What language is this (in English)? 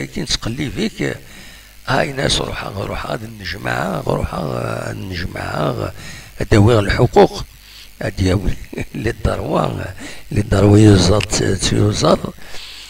Kabyle